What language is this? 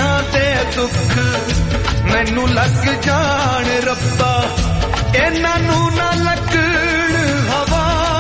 Punjabi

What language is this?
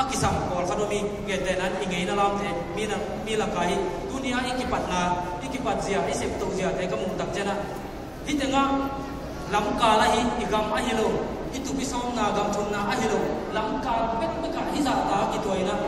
Tedim Chin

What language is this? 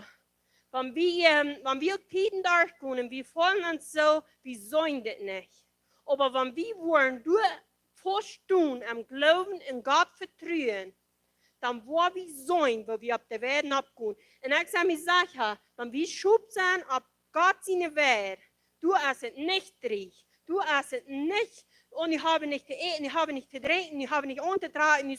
Plautdietsch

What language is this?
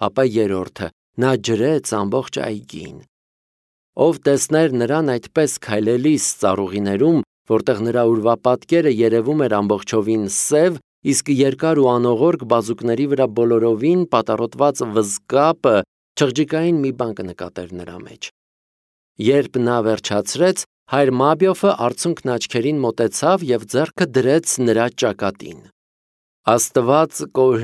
Armenian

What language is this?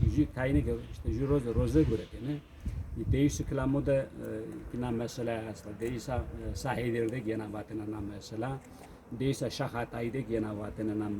Zaza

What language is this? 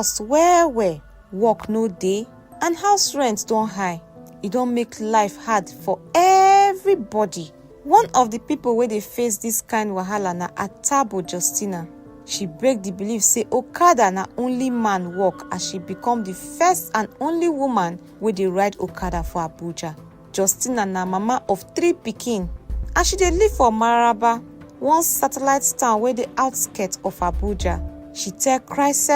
Nigerian Pidgin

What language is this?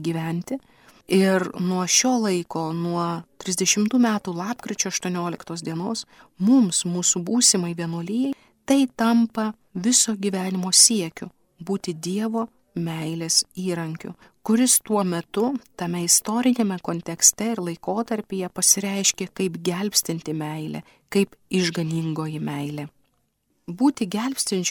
Lithuanian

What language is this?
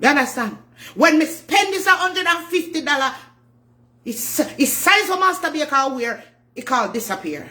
Jamaican Creole English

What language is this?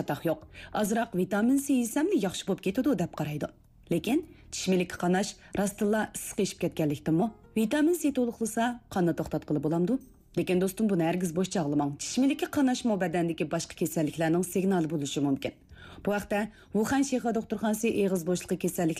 Uyghur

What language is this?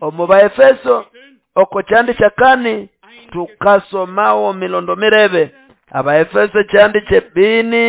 Nande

